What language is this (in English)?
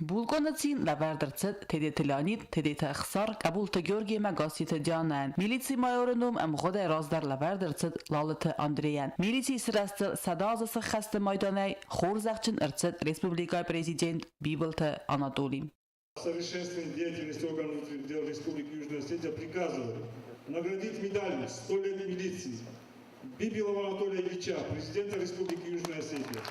Ossetic